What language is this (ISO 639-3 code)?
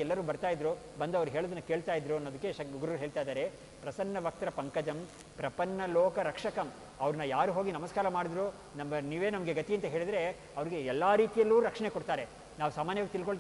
kan